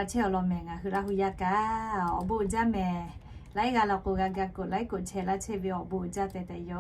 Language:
Lahu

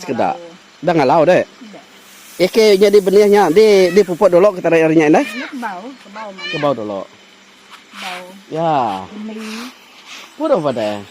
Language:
Iban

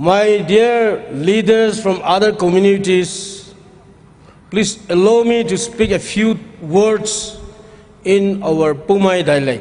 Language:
Poumei Naga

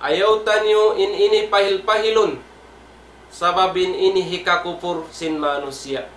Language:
Tausug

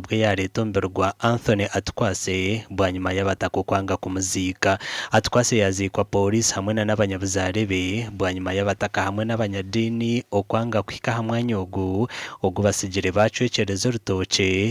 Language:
Nyankole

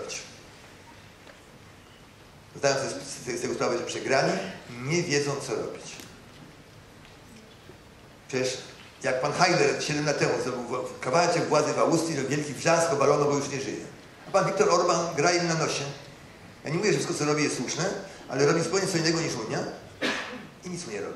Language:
Polish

